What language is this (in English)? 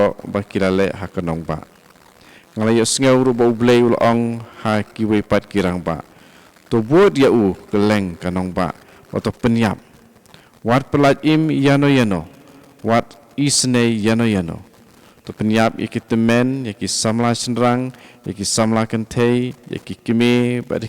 Khasi